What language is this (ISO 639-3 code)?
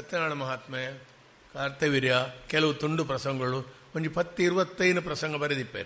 tcy